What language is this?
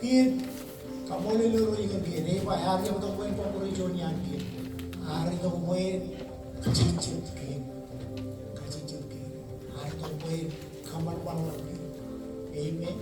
Marshallese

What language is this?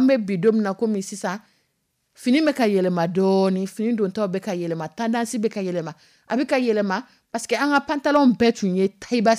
Dyula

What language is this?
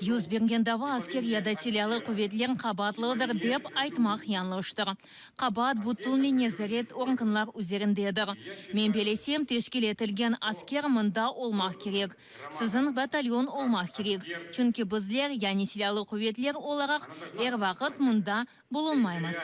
Crimean Tatar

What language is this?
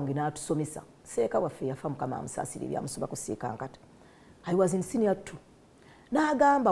Ganda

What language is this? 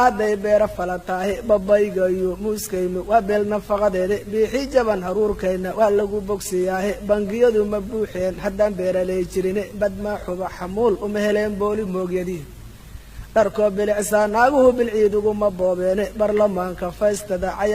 Somali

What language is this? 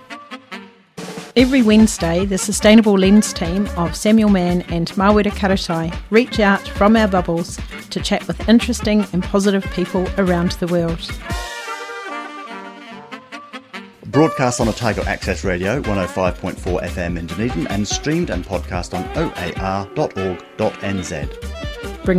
English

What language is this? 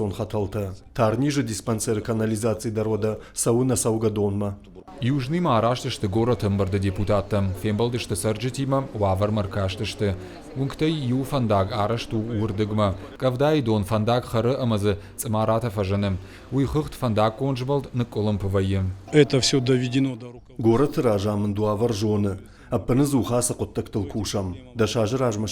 Ossetic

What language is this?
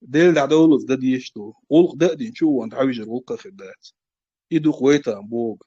Chechen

